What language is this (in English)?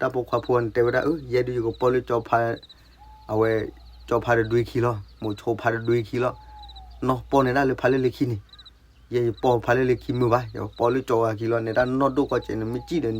S'gaw Karen